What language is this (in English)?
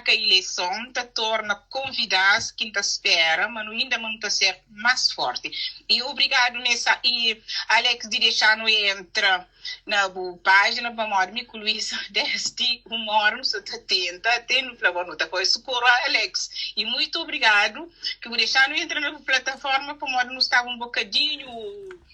Kabuverdianu